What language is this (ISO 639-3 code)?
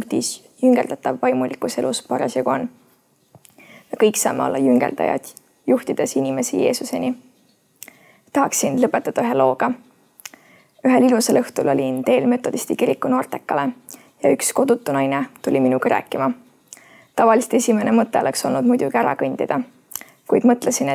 est